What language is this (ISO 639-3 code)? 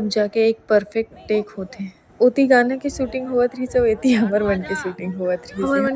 hne